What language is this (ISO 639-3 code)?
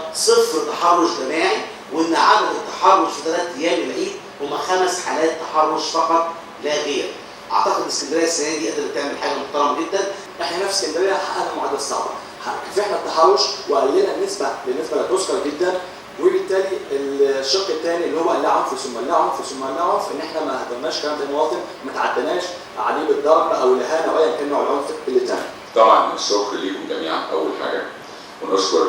arz